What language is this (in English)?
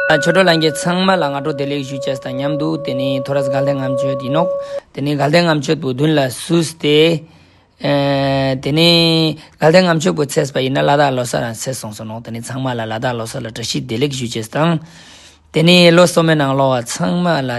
Ladakhi